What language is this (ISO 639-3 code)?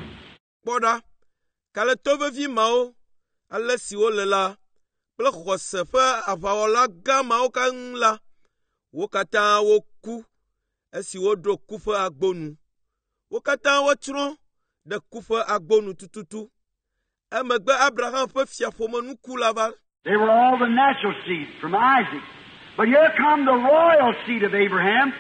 ewe